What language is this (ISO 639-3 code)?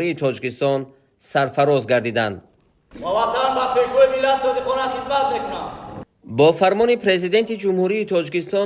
tgk